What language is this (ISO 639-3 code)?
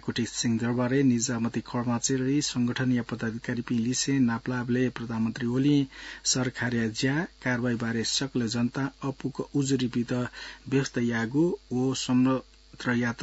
new